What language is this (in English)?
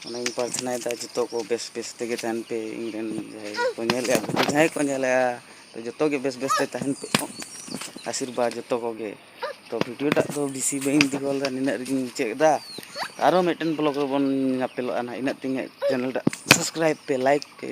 Santali